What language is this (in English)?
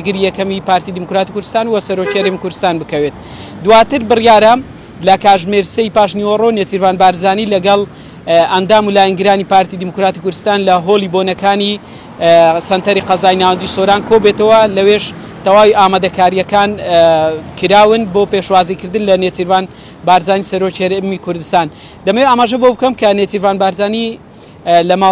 Central Kurdish